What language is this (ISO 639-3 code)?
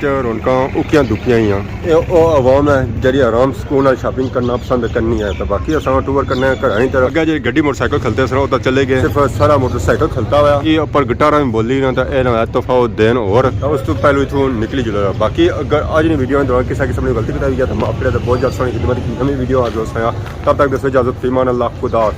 phr